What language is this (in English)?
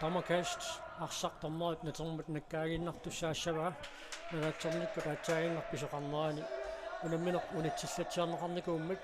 Kalaallisut